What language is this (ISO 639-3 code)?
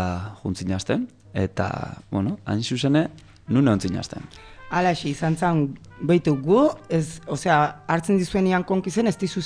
eus